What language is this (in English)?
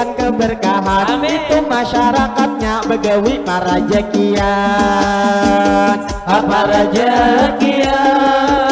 Banjar